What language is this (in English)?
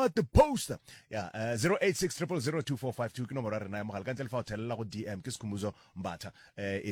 Northern Sotho